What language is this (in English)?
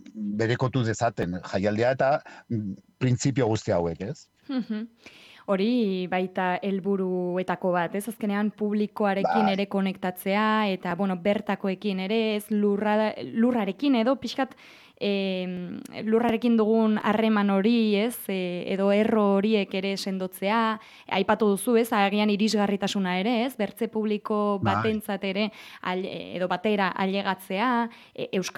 Basque